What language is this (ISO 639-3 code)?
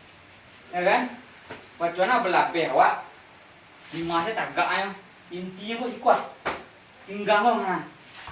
min